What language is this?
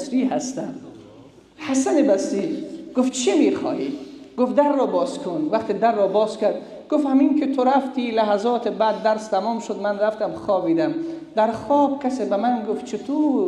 Persian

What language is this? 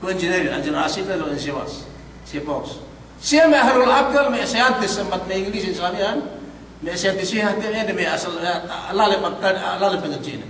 Yakan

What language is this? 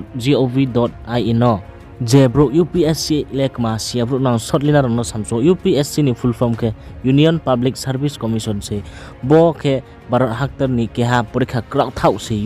Riang (India)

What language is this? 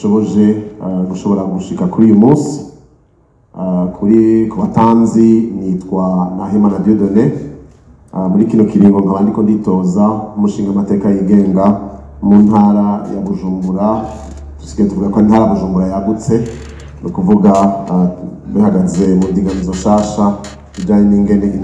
Rundi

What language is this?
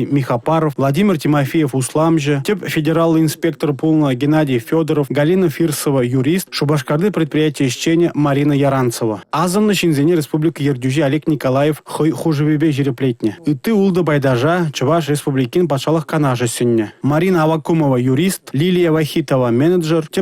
Chuvash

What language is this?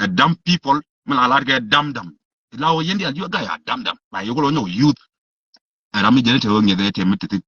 Nuer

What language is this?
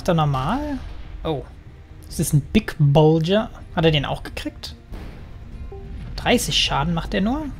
German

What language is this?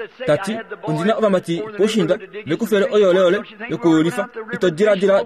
Kuanyama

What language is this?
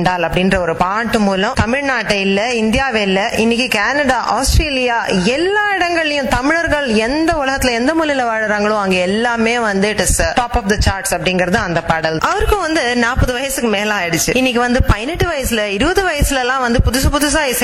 Tamil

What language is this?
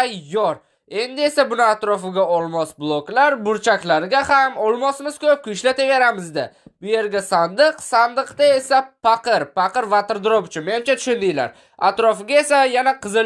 Uzbek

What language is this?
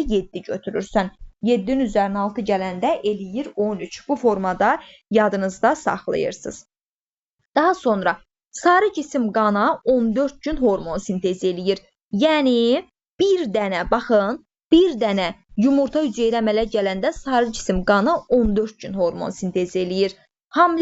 Azerbaijani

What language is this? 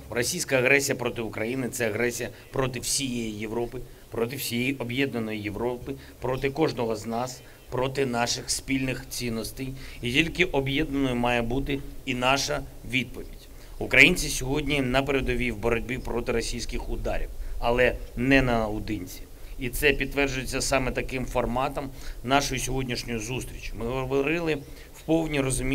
Ukrainian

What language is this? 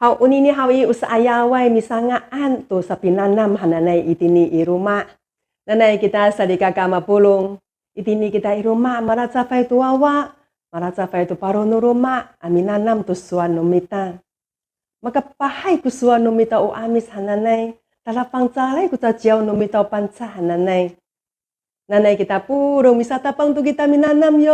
Amis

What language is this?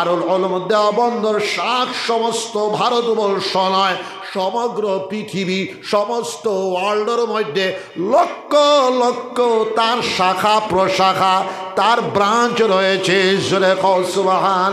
Sylheti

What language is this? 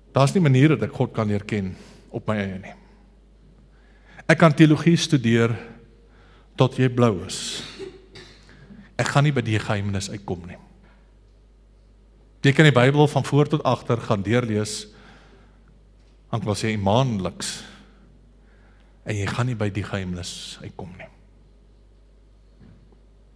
Afrikaans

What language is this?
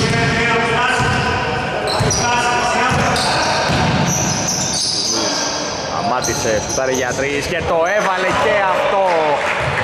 Greek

